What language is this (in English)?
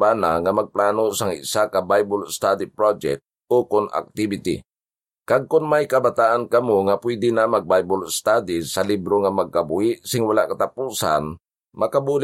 Hiligaynon